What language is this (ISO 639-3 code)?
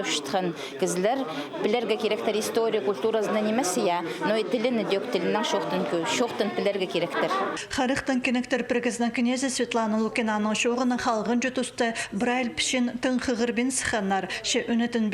kjh